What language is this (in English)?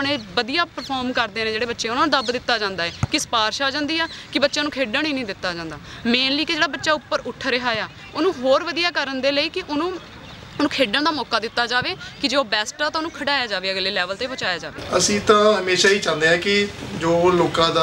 Punjabi